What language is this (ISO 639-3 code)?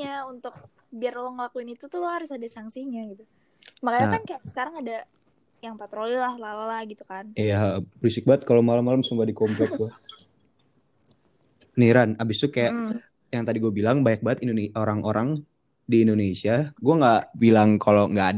ind